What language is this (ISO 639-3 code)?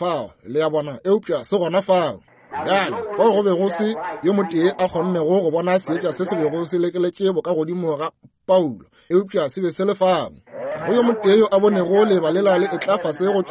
nso